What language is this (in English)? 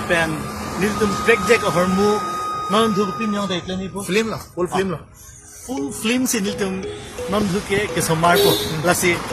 Karbi